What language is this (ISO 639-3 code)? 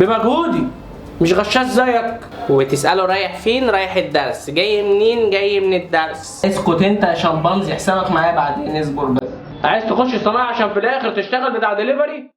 arz